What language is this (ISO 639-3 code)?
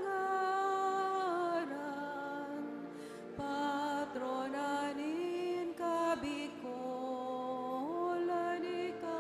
bik